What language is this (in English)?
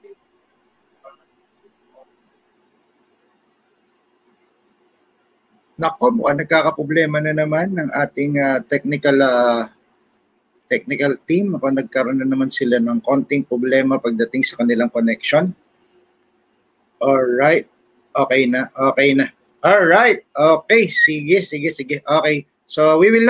Filipino